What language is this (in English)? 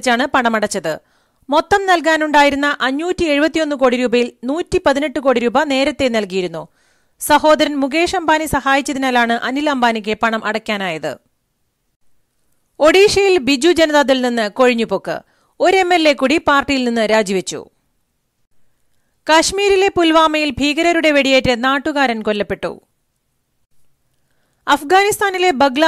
Malayalam